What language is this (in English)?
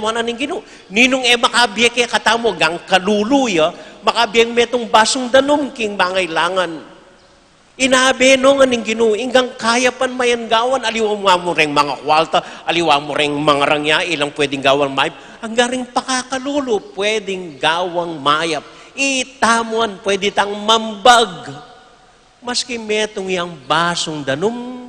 Pampanga